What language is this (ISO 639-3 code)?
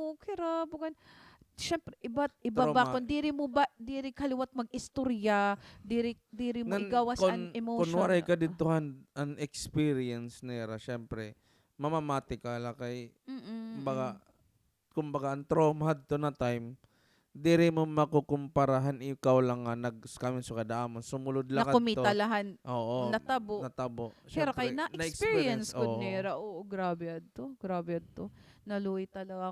war